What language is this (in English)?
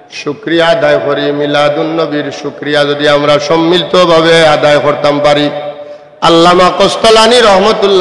Sylheti